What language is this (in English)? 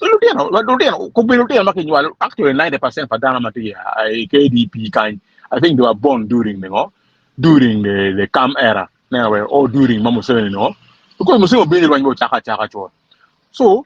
Acoli